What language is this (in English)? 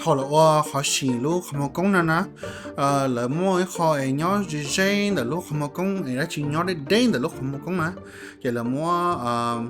Hmong